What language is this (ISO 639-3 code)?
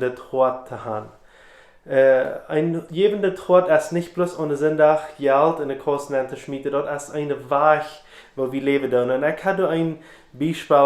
pdt